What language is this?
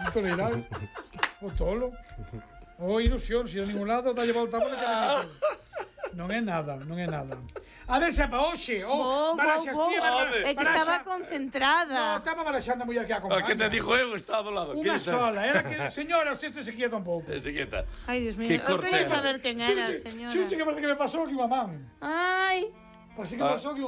Galician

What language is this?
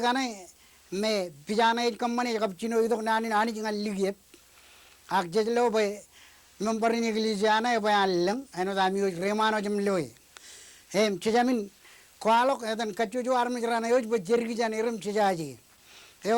Marshallese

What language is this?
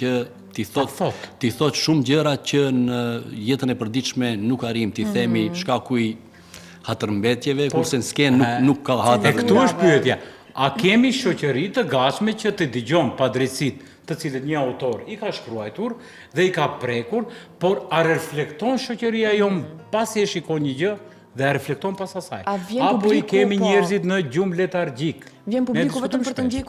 Albanian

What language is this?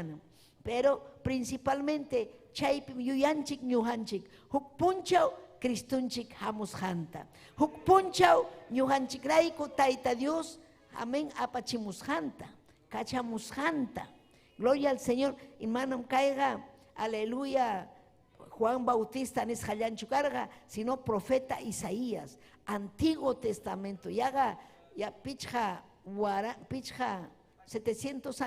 Ayacucho Quechua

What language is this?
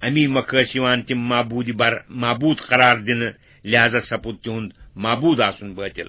Kashmiri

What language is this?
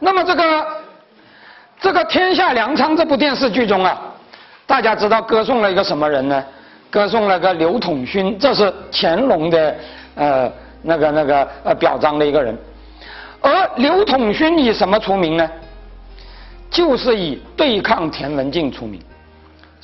Chinese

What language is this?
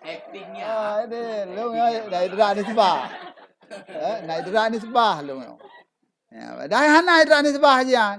Achinese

